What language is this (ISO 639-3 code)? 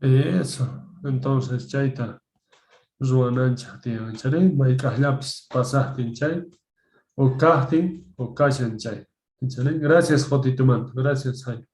que